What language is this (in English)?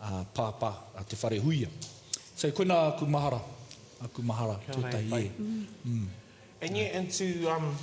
Māori